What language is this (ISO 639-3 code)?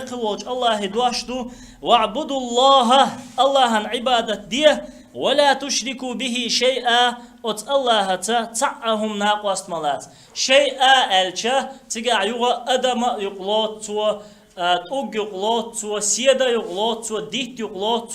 che